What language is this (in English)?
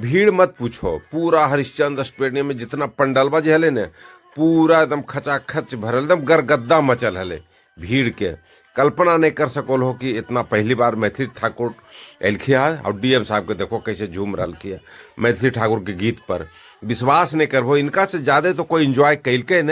Magahi